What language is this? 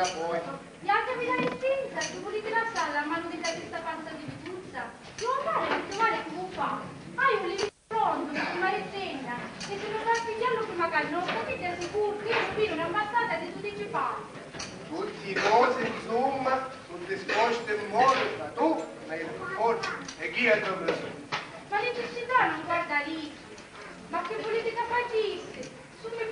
Sicilian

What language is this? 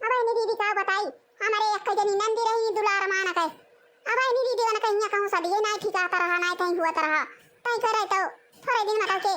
Awadhi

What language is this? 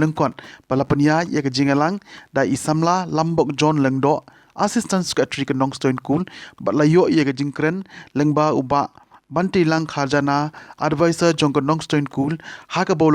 Khasi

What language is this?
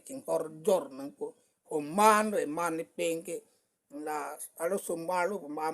Karbi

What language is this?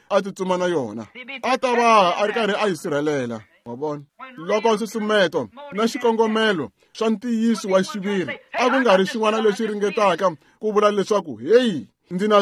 Tsonga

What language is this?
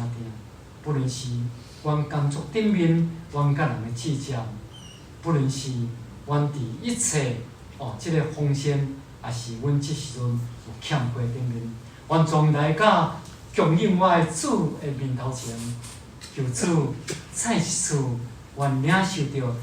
Min Nan Chinese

